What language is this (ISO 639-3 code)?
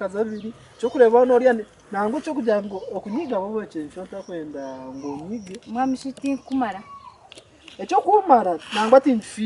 nyn